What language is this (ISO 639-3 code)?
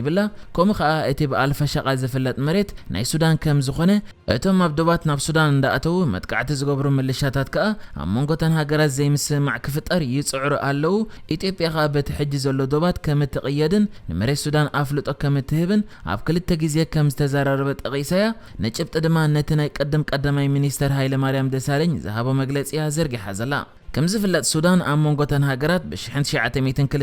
tir